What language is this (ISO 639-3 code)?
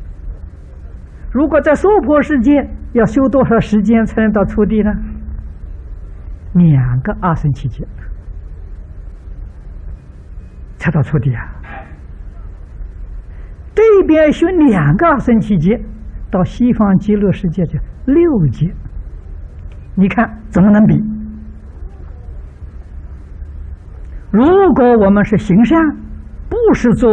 zho